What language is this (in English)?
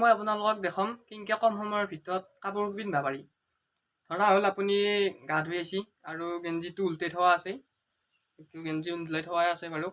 Assamese